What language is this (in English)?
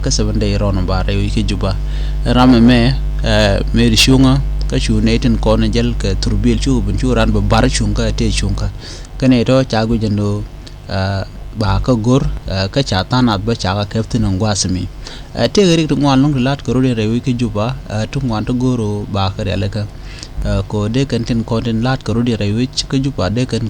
Nuer